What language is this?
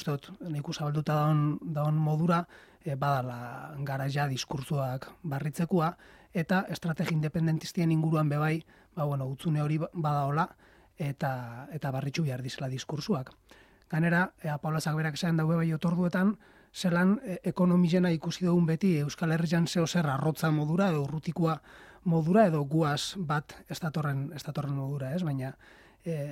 Basque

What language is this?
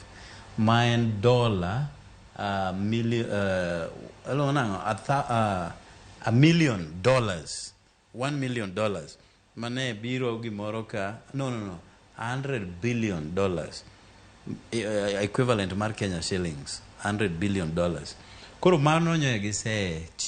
Luo (Kenya and Tanzania)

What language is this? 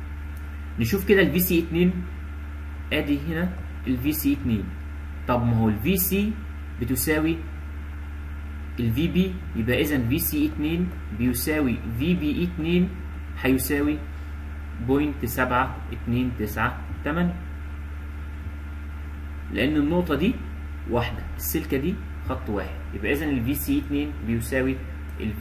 Egyptian Arabic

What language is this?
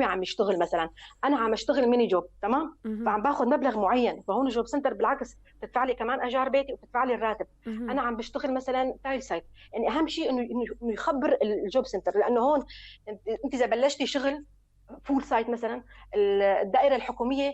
North Levantine Arabic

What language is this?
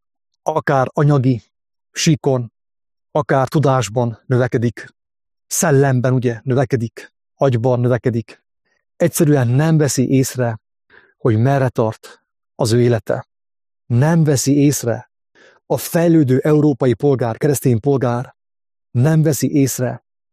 Hungarian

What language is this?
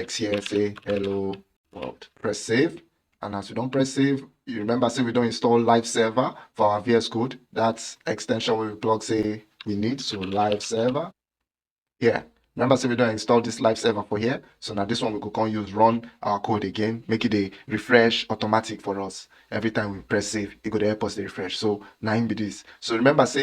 Nigerian Pidgin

